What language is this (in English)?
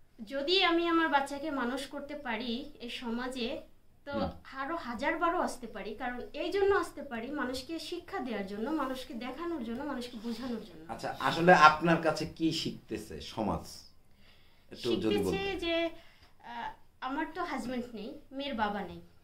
Bangla